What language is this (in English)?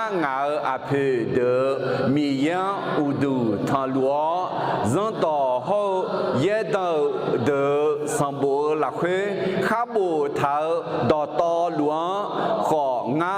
Akha